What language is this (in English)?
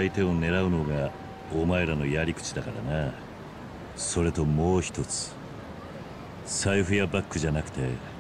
Japanese